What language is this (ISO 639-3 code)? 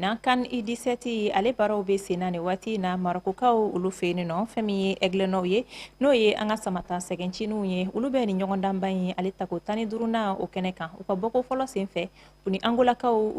bam